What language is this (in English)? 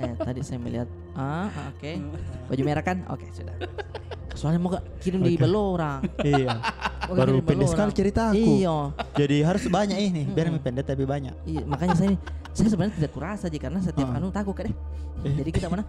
Makassar Malay